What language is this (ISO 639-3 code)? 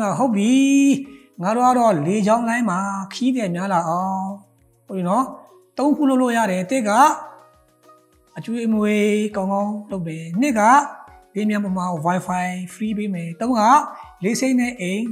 mya